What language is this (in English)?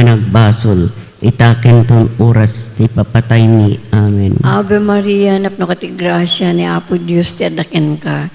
Iloko